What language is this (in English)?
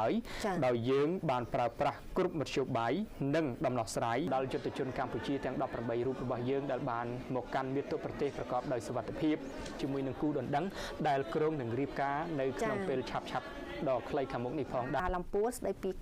Khmer